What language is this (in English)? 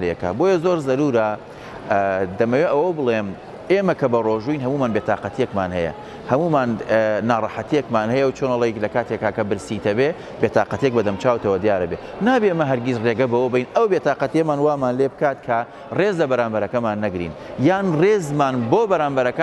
Central Kurdish